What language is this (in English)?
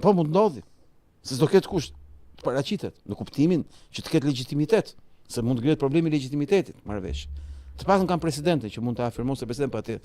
Albanian